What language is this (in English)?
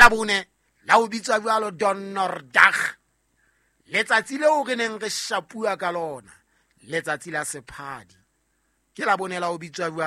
Southern Sotho